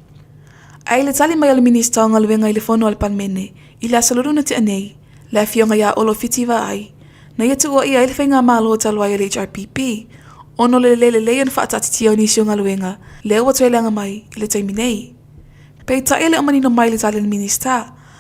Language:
Samoan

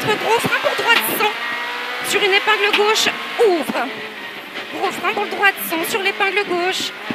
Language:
French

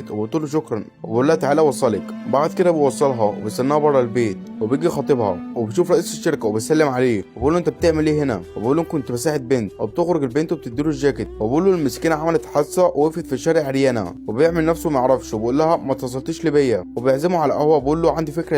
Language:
Egyptian Arabic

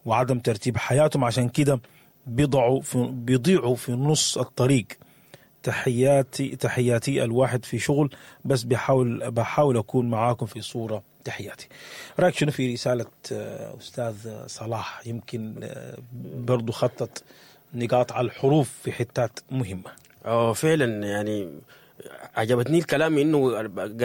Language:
Sudanese Arabic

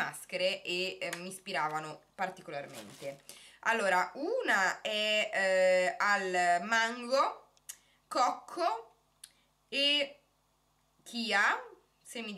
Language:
Italian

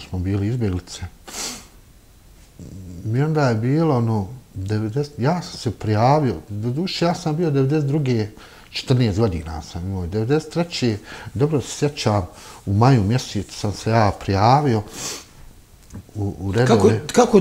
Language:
Bosnian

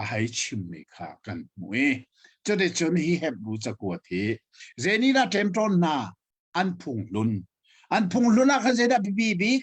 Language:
Hakha Chin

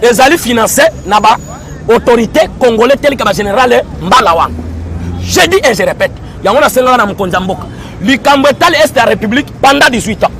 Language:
Lingala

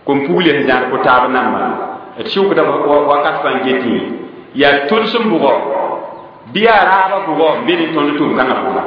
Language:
Mossi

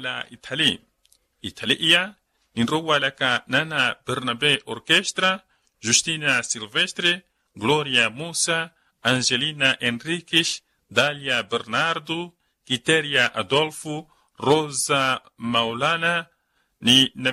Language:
Makhuwa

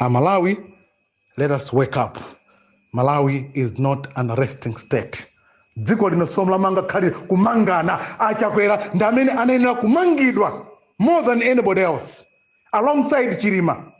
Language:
Nyanja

